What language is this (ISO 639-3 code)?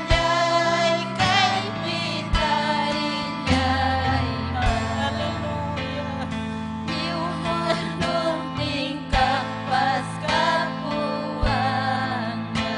quy